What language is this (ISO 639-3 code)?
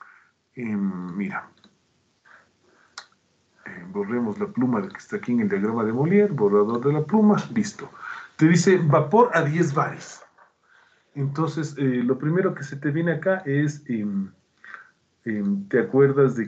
spa